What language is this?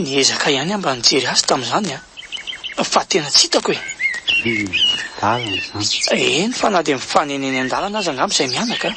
Malagasy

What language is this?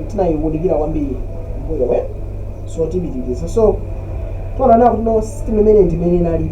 Nyanja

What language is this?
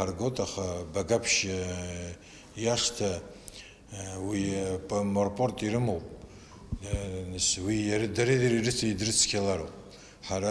Abkhazian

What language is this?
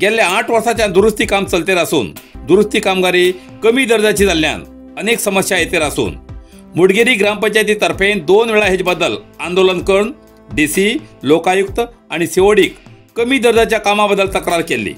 Konkani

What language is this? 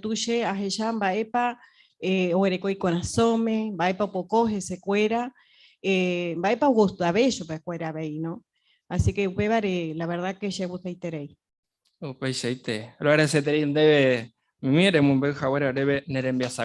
Guarani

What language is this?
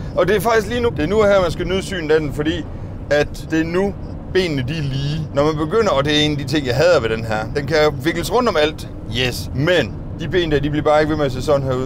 Danish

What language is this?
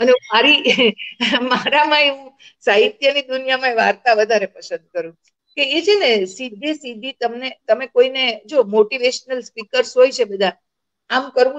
Gujarati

